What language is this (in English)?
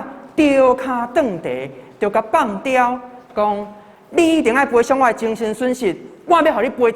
Min Nan Chinese